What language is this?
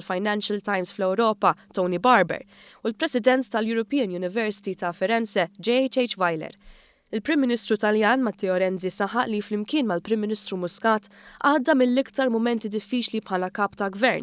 Maltese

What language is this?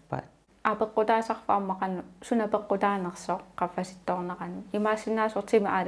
Kalaallisut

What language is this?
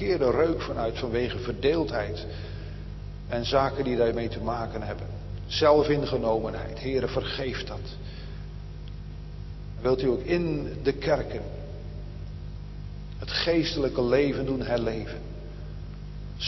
Dutch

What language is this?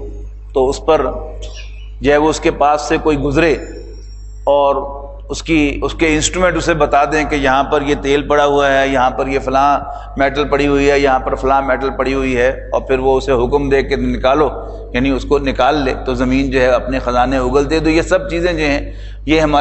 Urdu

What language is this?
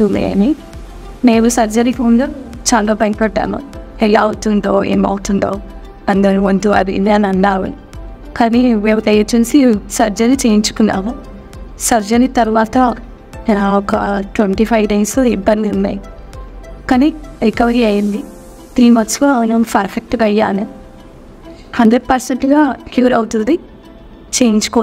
Telugu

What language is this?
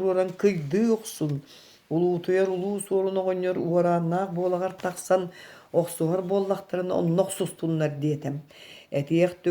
Yakut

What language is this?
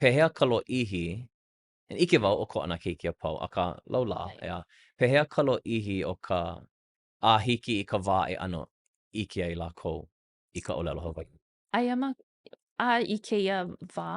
Hawaiian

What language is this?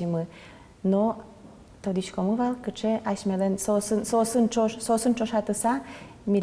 Udmurt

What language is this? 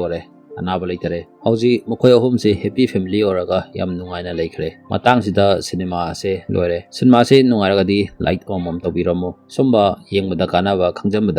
Manipuri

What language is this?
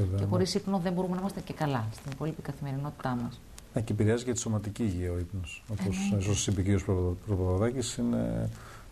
Greek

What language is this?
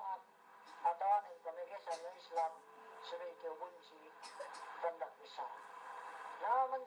Yakan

